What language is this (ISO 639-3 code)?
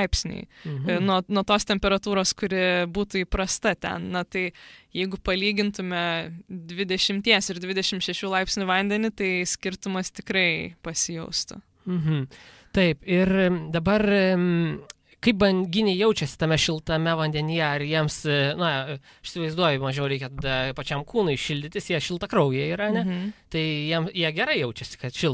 lit